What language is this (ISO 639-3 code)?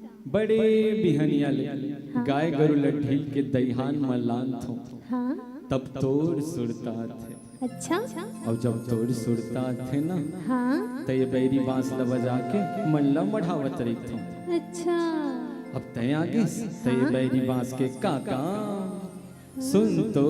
hne